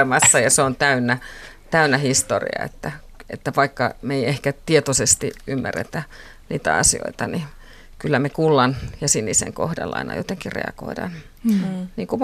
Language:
Finnish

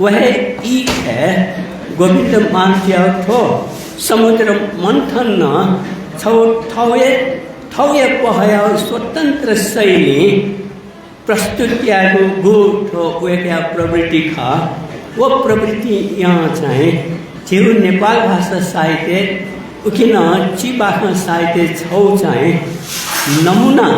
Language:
Newari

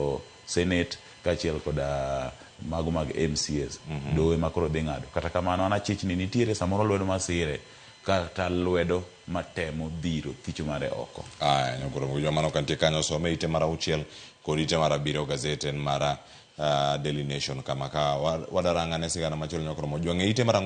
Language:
Luo (Kenya and Tanzania)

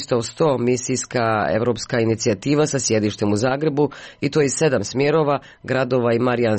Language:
Croatian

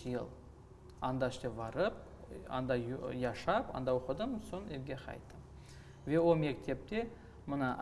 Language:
Crimean Tatar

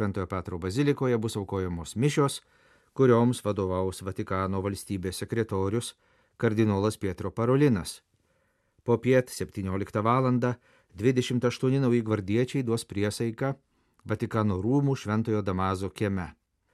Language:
Lithuanian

